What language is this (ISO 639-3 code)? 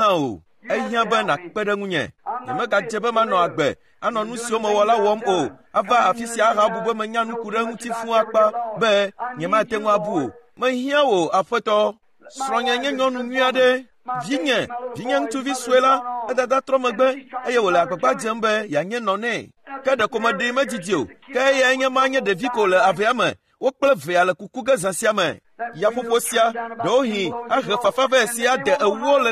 ewe